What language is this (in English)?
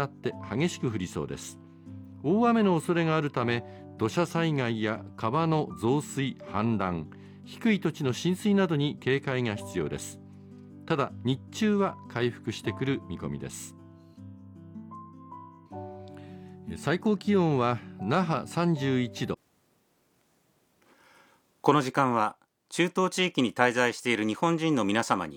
Japanese